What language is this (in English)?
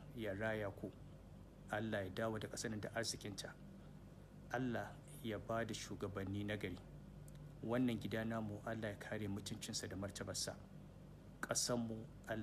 Hausa